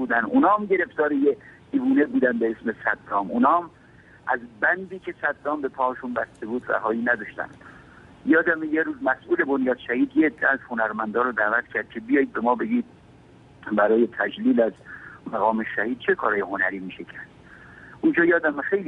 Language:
Persian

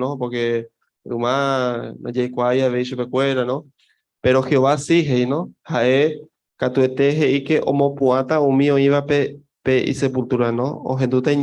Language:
Guarani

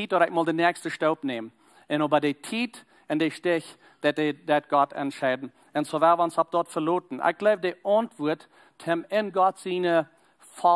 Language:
Plautdietsch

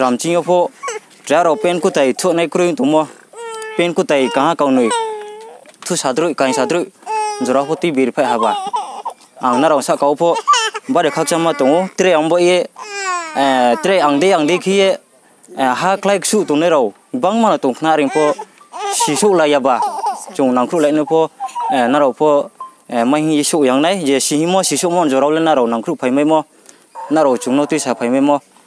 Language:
Riang (India)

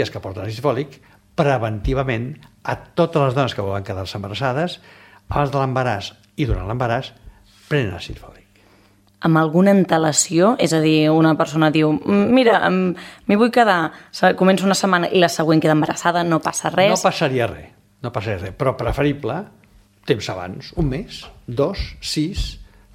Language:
Catalan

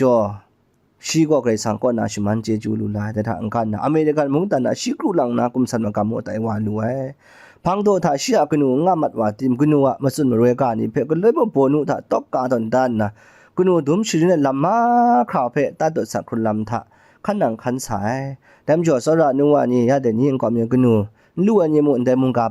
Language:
Kachin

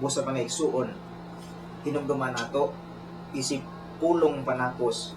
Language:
Cebuano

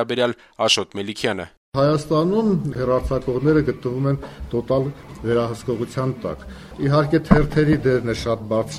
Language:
Armenian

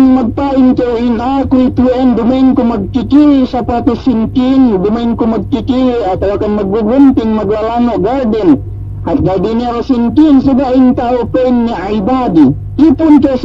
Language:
Yakan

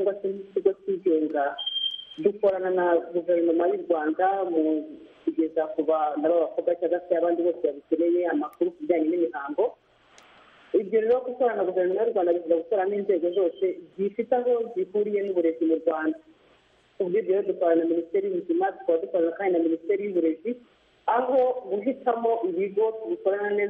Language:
Kinyarwanda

